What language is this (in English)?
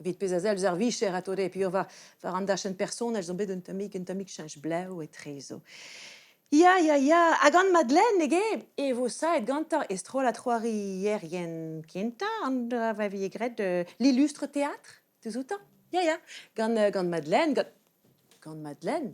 Breton